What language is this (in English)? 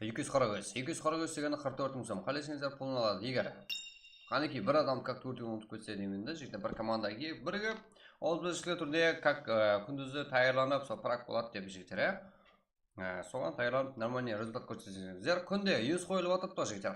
Kara-Kalpak